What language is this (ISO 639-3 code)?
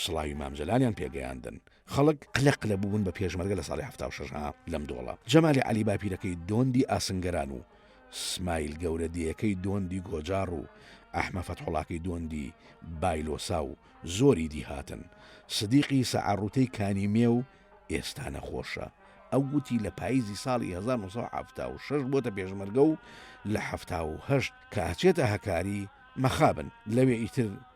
ckb